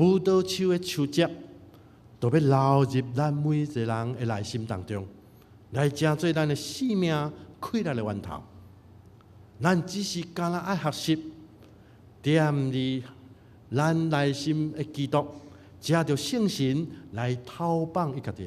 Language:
Min Nan Chinese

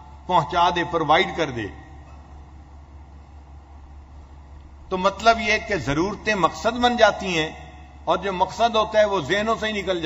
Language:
Urdu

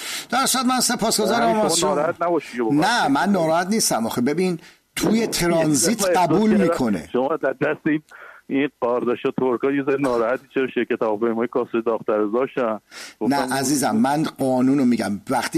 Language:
Persian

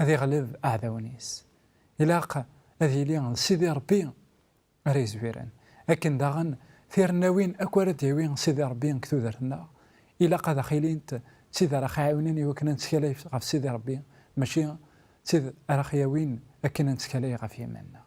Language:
Kabyle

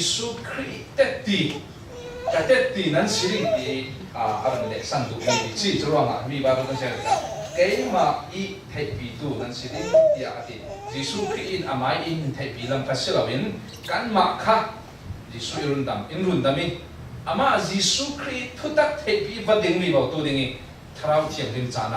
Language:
Falam Chin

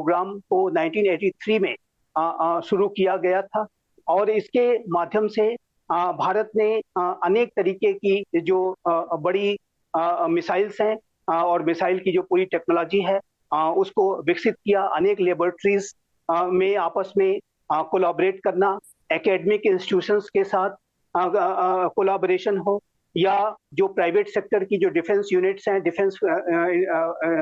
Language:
Hindi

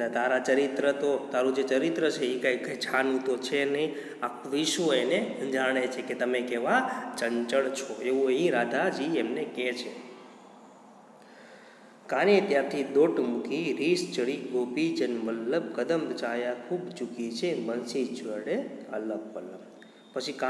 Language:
Gujarati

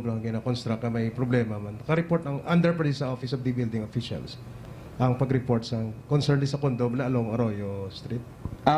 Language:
Hiligaynon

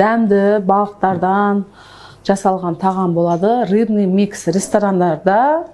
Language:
Kazakh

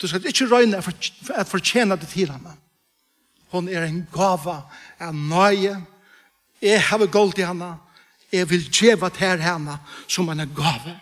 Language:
Faroese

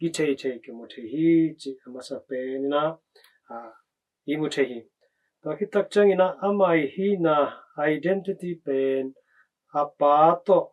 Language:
Tedim Chin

